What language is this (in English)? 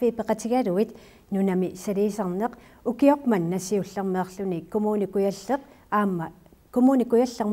Kalaallisut